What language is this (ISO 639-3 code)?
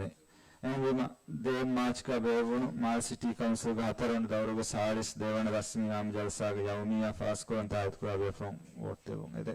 div